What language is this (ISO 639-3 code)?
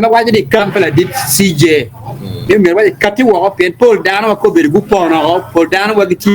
ach